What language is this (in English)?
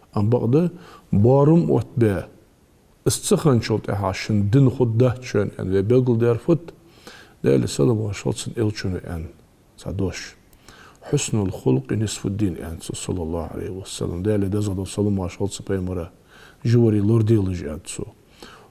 Ingush